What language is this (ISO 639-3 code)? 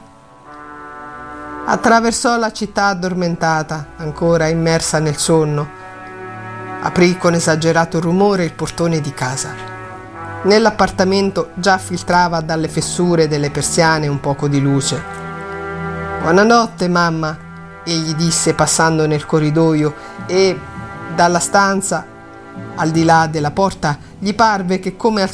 ita